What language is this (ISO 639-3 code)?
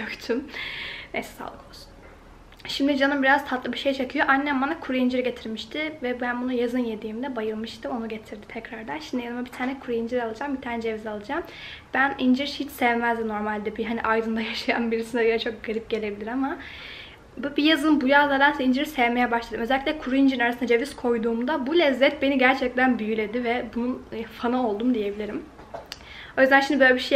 tur